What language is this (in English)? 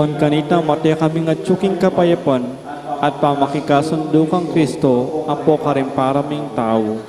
Pampanga